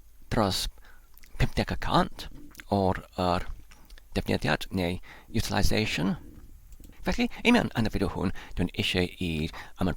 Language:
Welsh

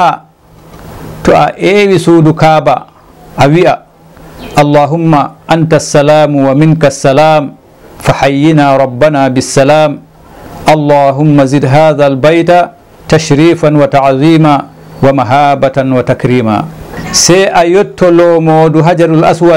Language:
Fula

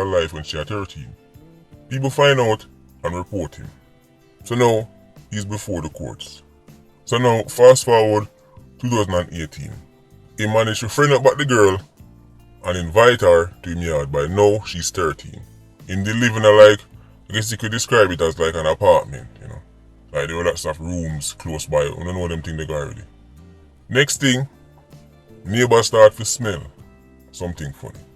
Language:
Jamaican Creole English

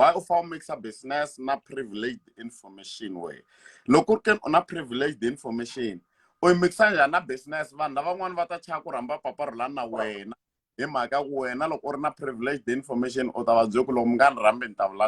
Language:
Tsonga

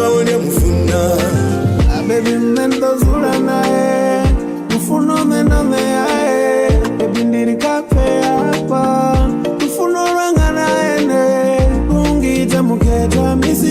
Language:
Venda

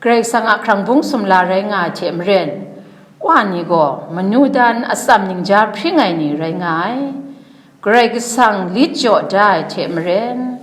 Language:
Kachin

